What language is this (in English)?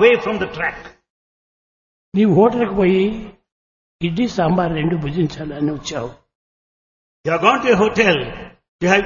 Telugu